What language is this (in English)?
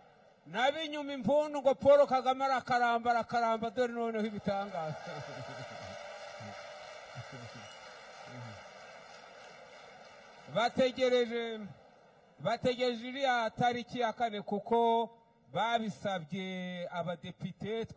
Kinyarwanda